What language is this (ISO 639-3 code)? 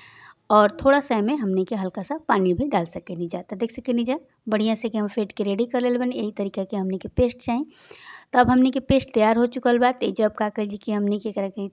bho